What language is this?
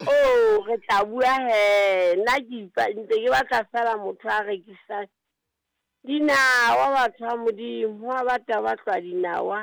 Southern Sotho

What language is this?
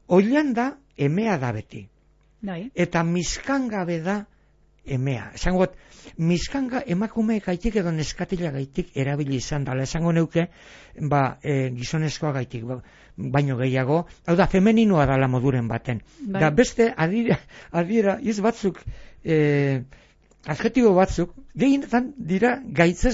Basque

